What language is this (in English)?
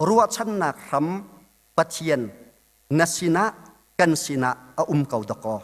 Hakha Chin